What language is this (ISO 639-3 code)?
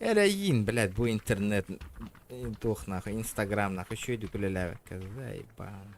sah